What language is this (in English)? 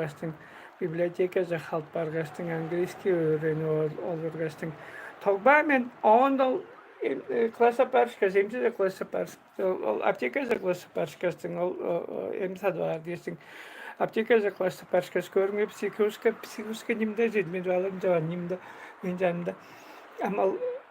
Tuvinian